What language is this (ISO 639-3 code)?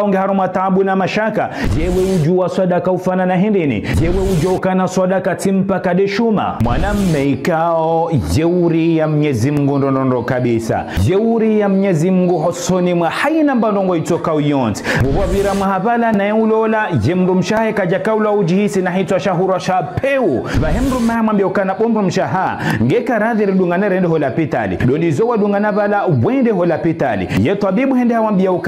zdj